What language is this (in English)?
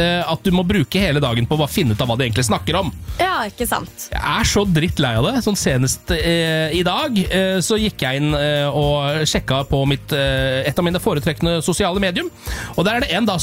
Norwegian